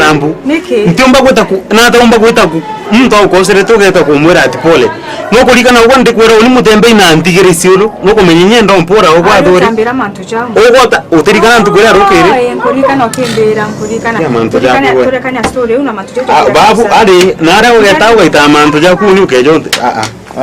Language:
Meru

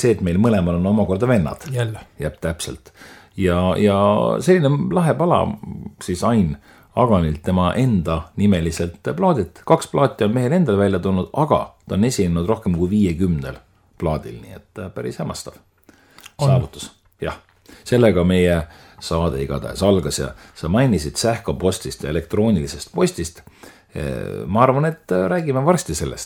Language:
Estonian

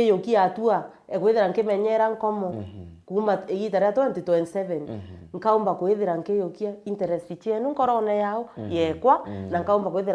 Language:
Meru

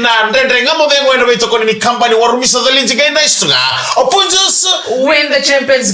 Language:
Fijian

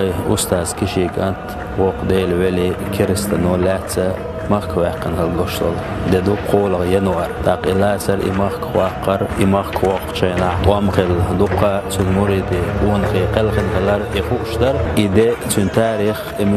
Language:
Chechen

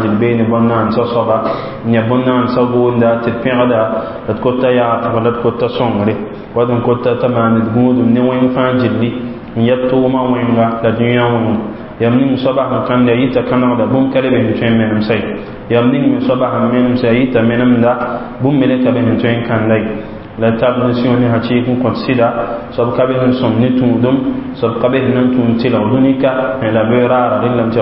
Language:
Mossi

